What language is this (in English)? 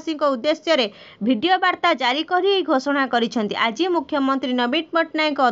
Odia